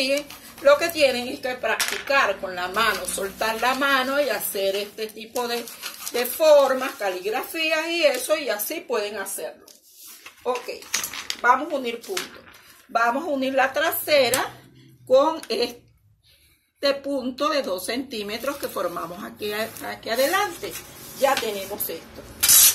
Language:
Spanish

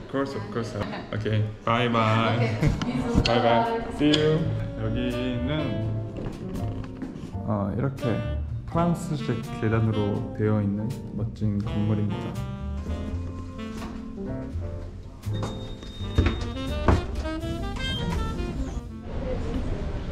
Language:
Korean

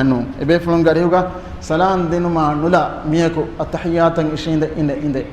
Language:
Divehi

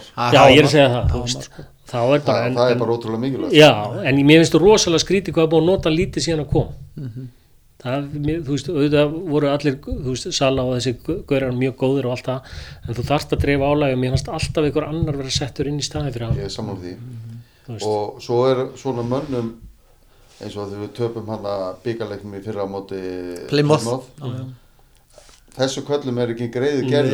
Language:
Icelandic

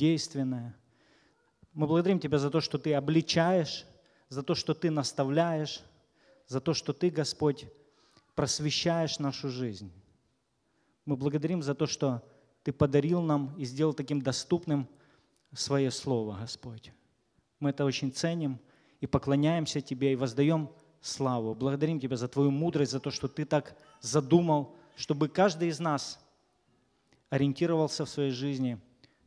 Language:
Russian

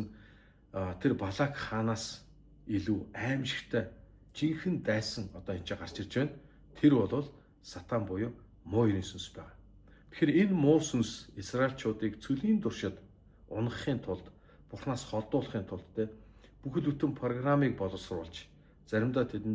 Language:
Mongolian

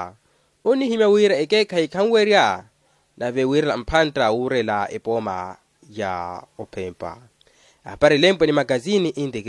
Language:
Makhuwa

